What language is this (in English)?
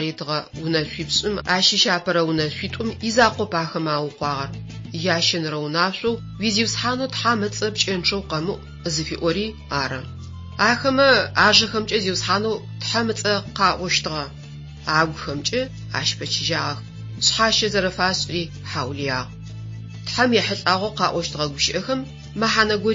Adyghe